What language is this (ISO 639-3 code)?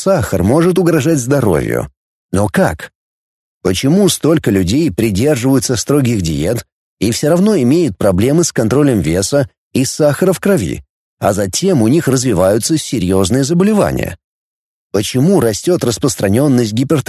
rus